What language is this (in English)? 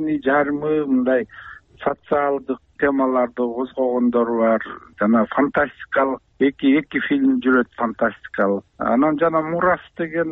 Kyrgyz